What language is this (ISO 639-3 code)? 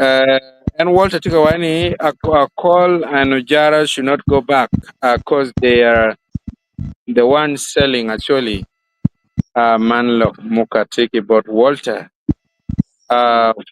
ach